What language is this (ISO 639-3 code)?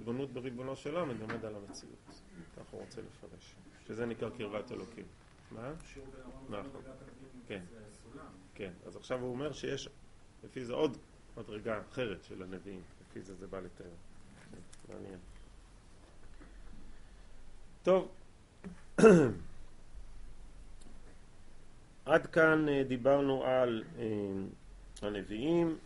heb